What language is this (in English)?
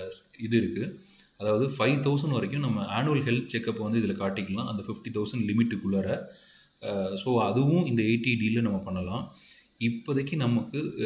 Tamil